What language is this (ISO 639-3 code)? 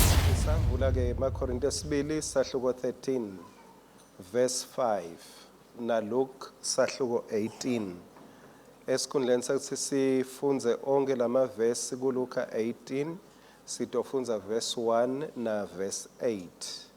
ssw